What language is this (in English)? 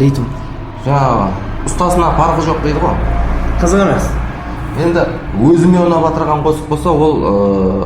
Kara-Kalpak